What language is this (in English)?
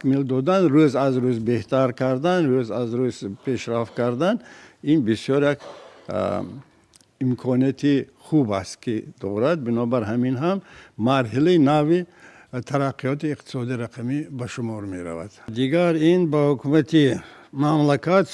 Tajik